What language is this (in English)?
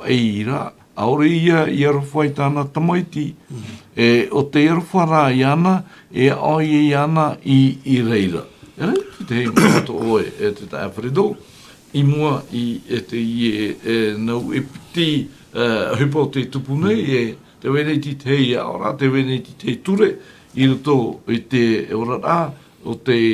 Tahitian